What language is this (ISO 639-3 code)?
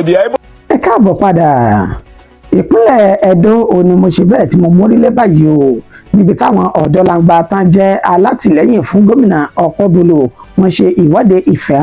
yor